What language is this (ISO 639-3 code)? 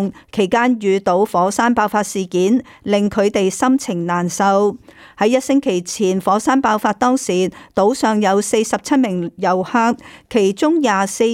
yue